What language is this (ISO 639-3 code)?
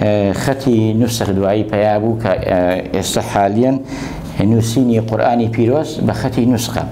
ckb